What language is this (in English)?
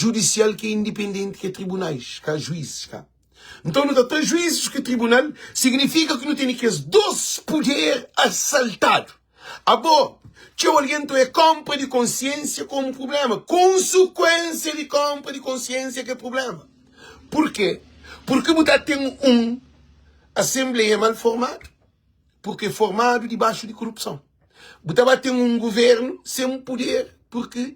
Kabuverdianu